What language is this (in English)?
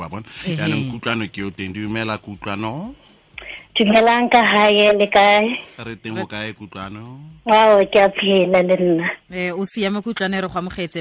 Tswana